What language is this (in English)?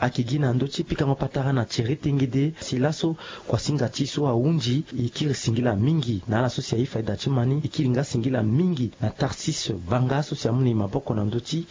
Sango